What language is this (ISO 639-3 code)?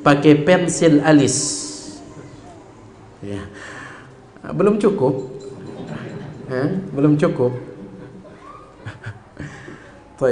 ind